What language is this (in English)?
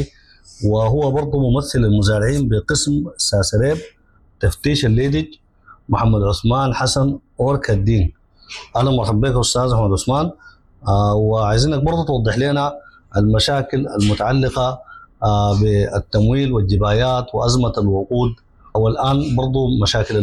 Sudanese Arabic